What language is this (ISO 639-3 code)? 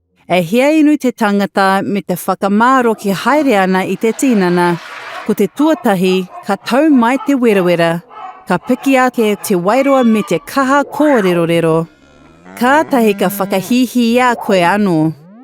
mri